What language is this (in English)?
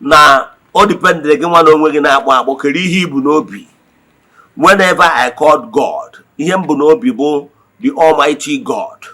Igbo